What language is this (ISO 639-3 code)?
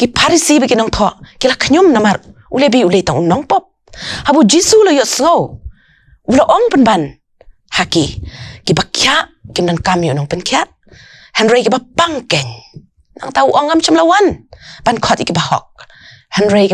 kha